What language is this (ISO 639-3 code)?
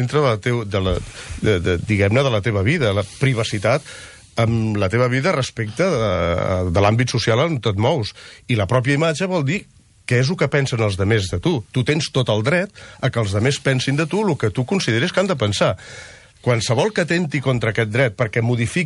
cat